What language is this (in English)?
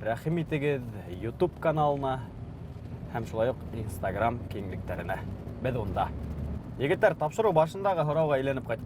Bashkir